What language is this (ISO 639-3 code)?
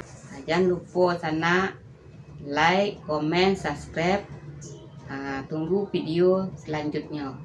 min